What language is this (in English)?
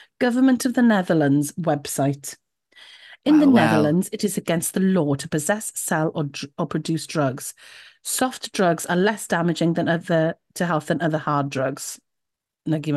Welsh